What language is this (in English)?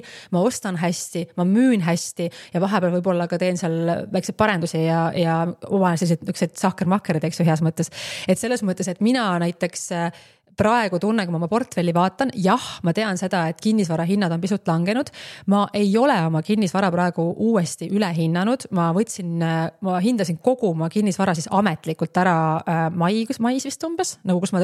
Estonian